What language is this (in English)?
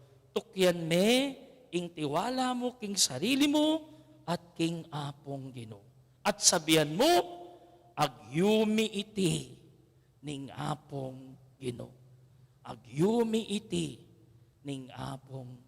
Pampanga